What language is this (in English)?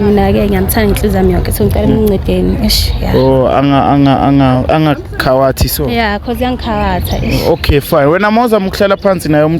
Zulu